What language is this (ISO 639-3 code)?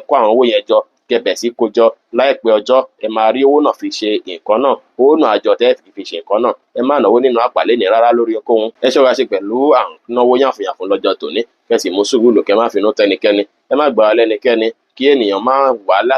yor